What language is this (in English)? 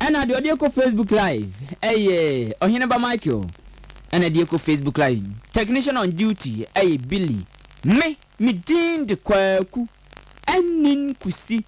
Akan